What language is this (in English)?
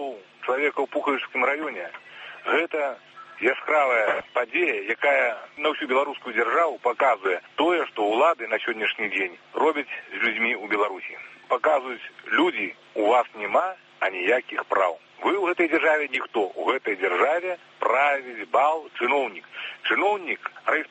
Belarusian